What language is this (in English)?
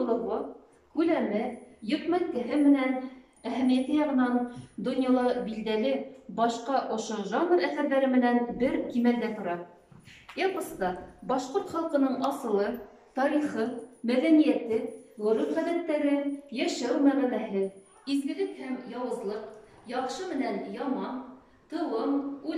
Bashkir